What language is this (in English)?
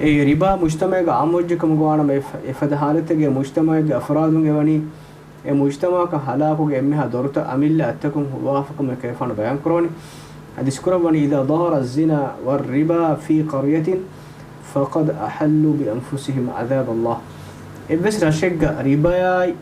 Divehi